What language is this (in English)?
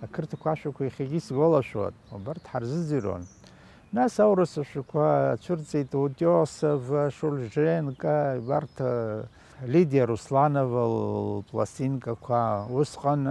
Abkhazian